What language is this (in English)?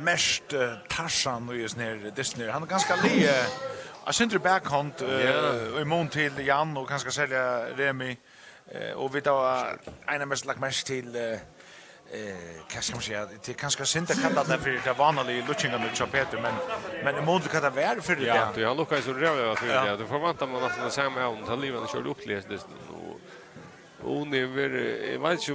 Faroese